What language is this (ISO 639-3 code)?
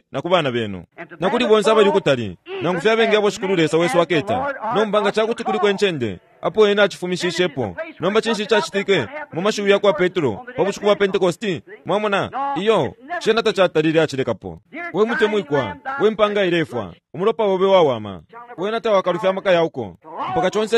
bem